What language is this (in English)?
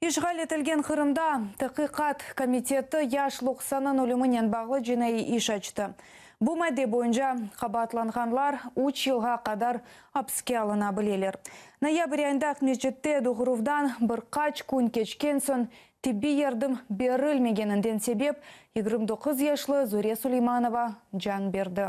Crimean Tatar